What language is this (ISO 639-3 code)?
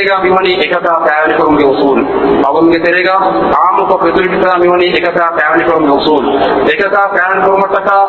div